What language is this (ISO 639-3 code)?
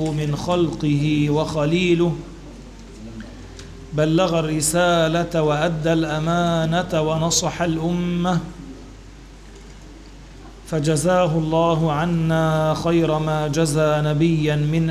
ara